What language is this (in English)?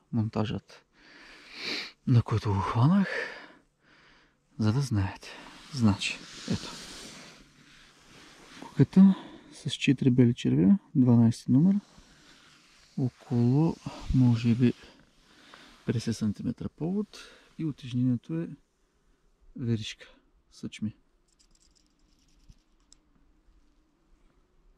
Bulgarian